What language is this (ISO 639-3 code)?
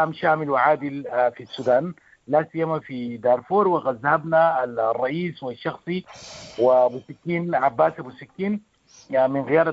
apd